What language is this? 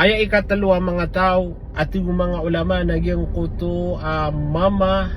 Maranao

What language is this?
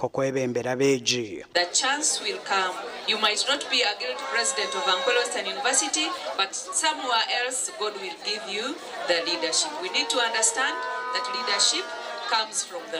Nyankole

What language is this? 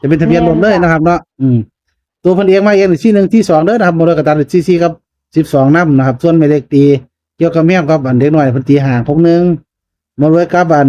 Northeastern Thai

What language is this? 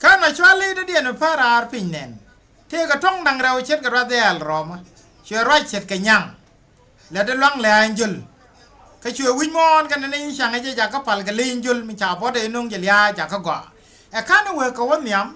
Nuer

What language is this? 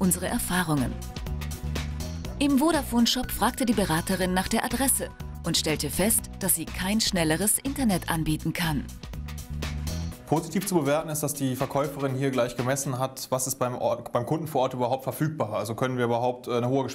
German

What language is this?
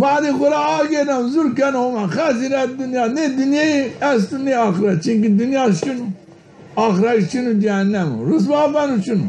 Zaza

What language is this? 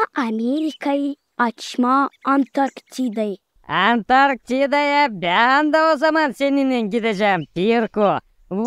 Gagauz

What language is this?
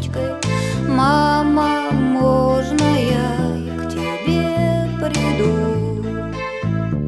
Russian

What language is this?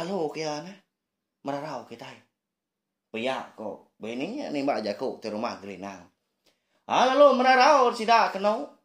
Iban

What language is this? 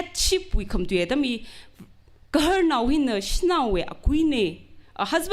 Tangkhul Naga (India)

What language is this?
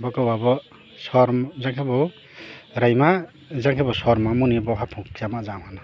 Riang (India)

